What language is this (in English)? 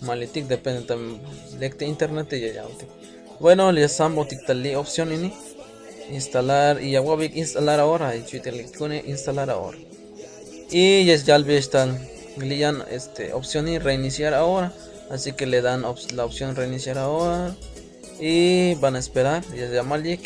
Tzeltal